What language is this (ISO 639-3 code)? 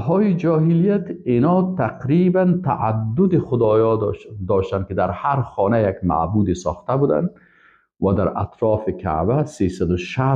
fas